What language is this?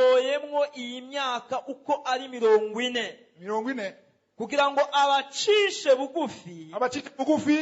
Rundi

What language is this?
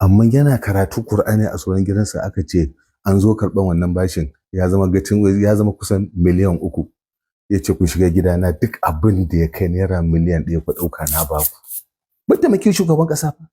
Hausa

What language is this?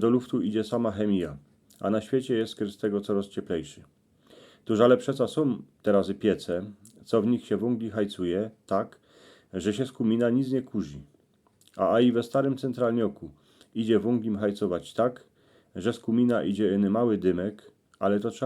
Silesian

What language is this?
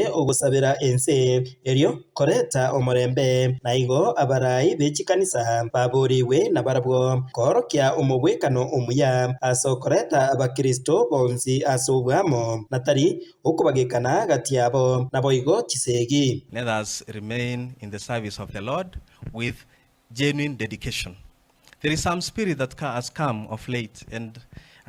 Gusii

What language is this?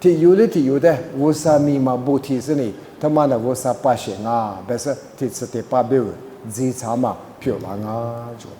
Lisu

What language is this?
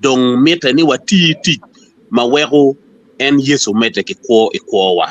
Acoli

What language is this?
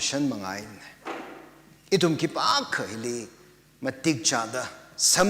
Tangkhul Naga (India)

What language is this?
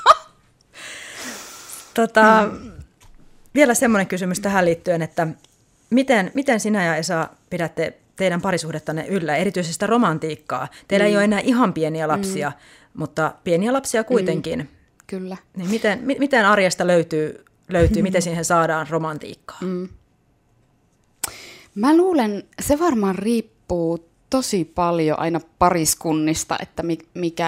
Finnish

